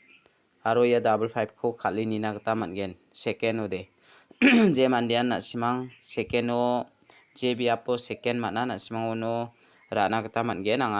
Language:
Garo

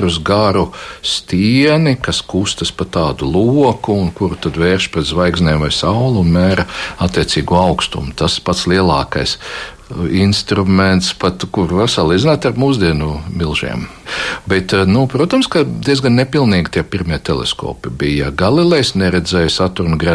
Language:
Latvian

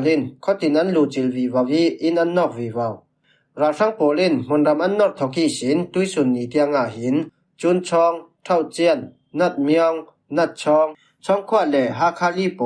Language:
Falam Chin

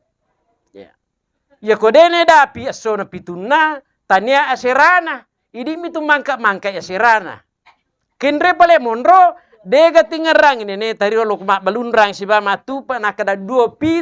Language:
Buginese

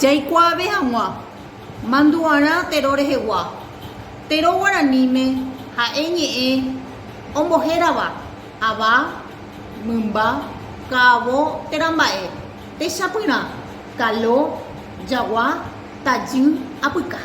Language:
Guarani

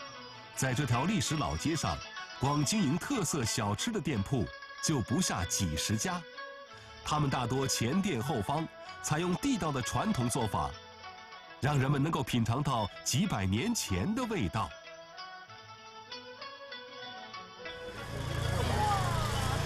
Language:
Chinese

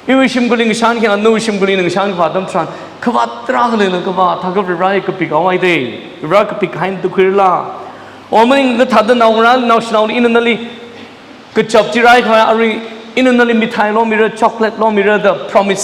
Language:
Tangkhul Naga (India)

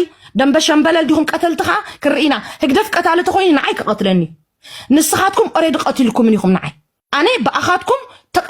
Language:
Tigrinya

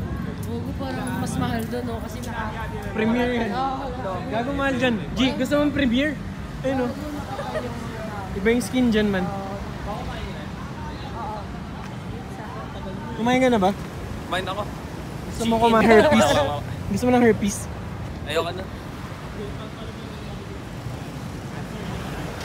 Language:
Filipino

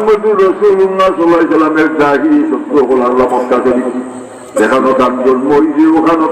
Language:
Sylheti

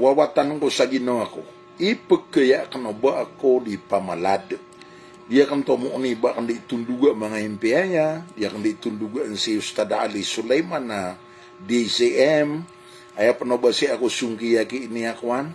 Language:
Maranao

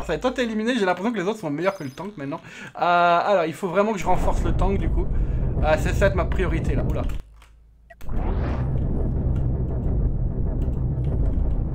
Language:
French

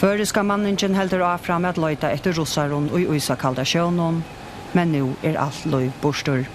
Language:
Faroese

